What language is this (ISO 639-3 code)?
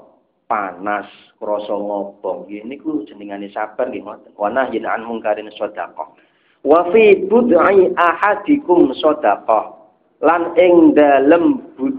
jav